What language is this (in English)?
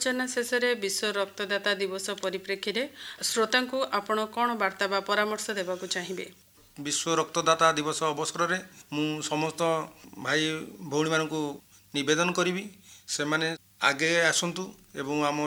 Odia